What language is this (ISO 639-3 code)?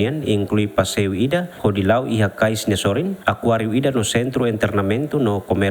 tet